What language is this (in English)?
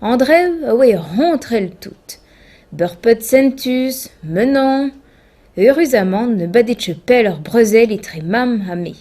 Breton